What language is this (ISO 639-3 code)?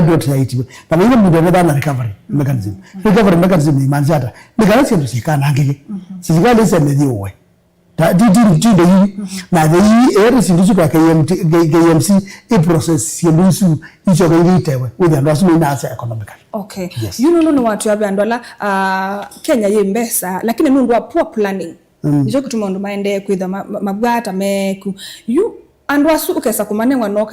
kam